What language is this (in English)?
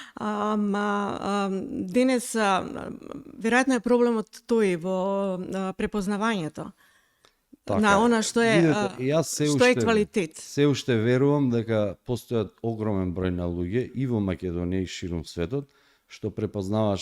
Macedonian